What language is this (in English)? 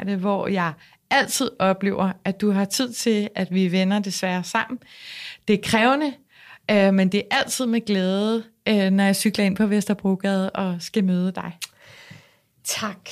Danish